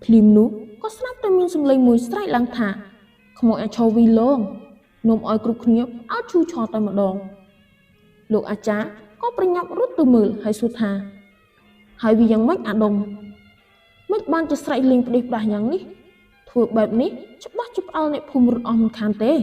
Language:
Khmer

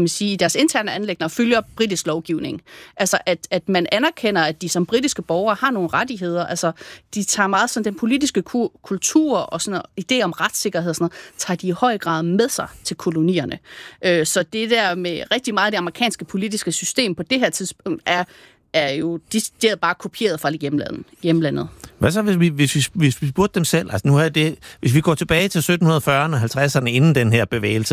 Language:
Danish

